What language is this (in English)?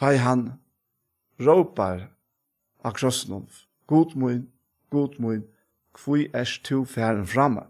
Faroese